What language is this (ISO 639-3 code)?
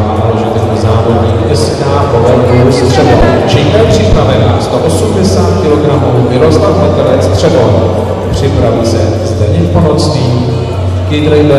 ces